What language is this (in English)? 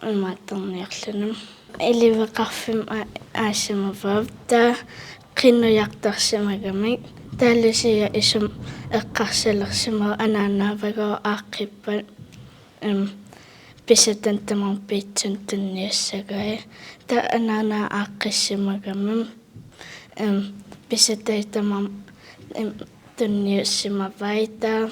Kalaallisut